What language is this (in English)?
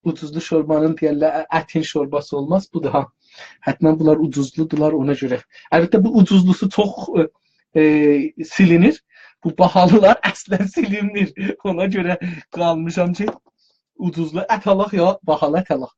South Azerbaijani